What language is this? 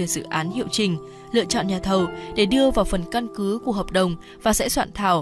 Vietnamese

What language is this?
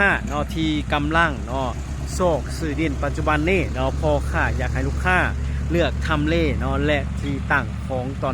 Lao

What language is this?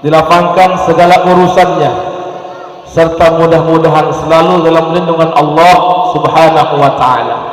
Sasak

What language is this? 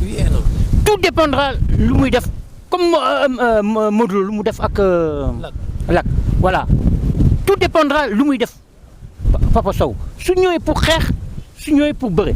Wolof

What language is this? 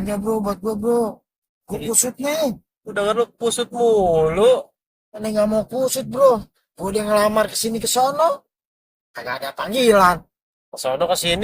Betawi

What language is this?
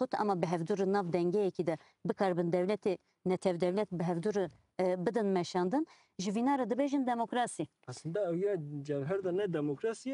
Kurdish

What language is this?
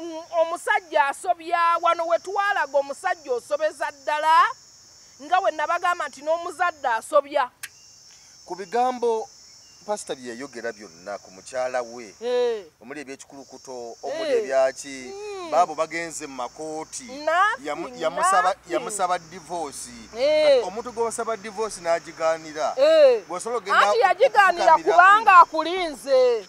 Ganda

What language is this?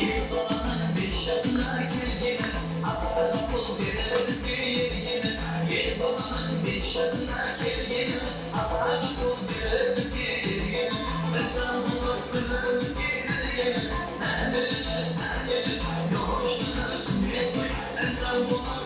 Kara-Kalpak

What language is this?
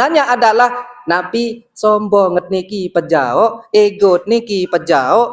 Sasak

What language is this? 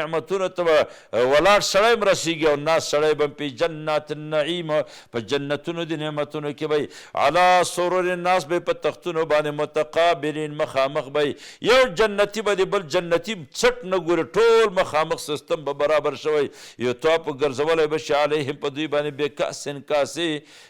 Pashto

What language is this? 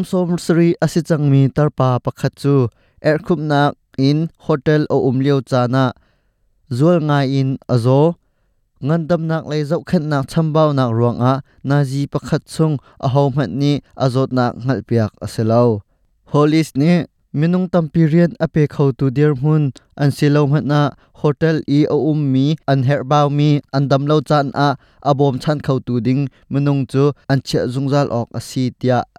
Hakha Chin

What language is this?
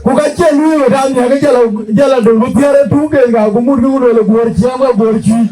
Dinka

